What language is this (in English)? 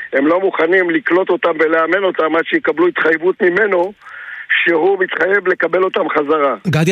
Hebrew